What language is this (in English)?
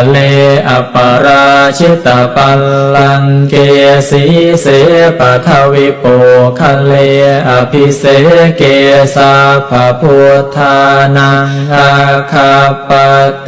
Pali